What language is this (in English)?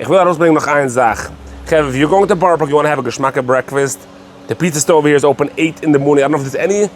Yiddish